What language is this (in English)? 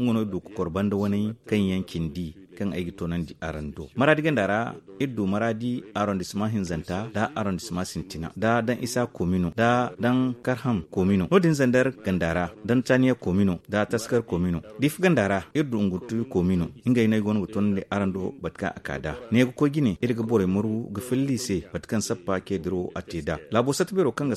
Zarma